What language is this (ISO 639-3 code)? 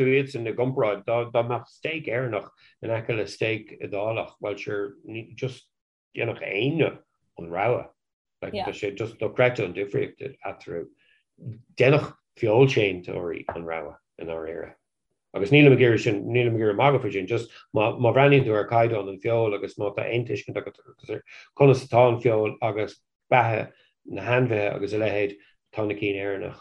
gle